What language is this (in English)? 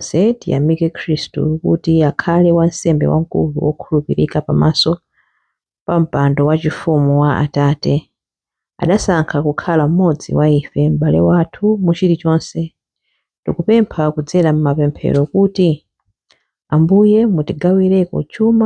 Nyanja